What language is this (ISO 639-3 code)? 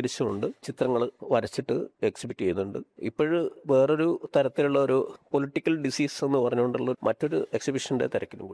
mal